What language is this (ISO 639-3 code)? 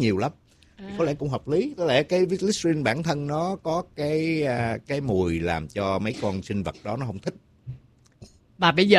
vie